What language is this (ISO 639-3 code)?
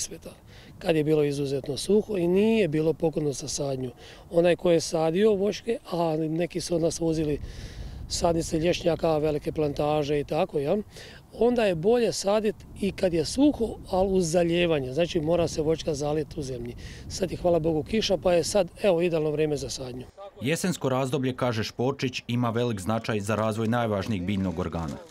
hrv